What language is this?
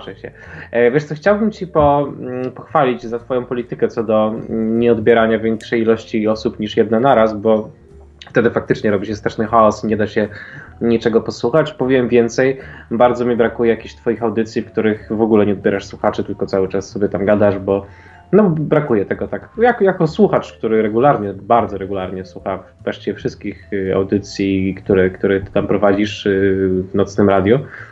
Polish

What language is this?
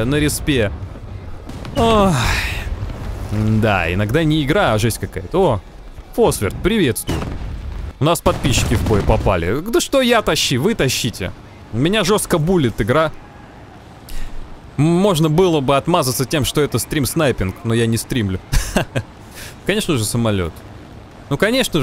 Russian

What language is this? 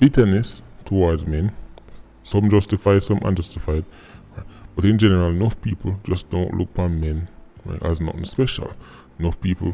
Jamaican Creole English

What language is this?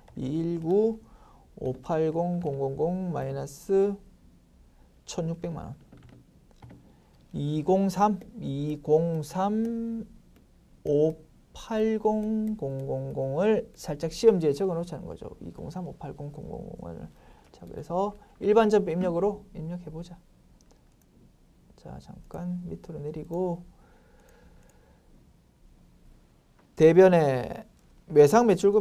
Korean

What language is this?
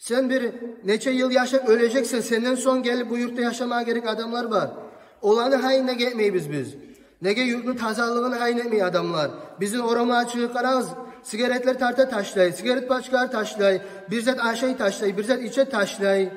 Kumyk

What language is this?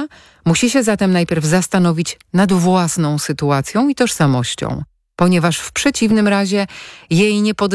Polish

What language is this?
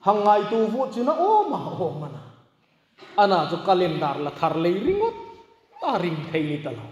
Hmar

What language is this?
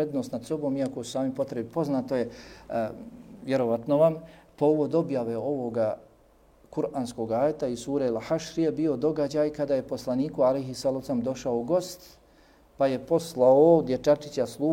Bosnian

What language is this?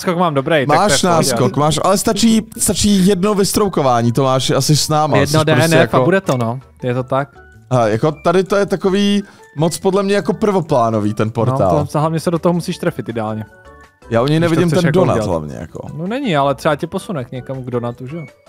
Czech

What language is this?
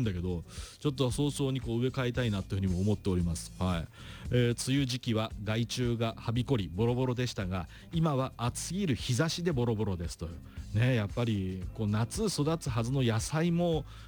Japanese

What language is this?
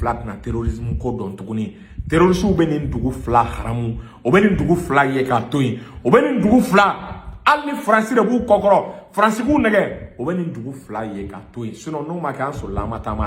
Bambara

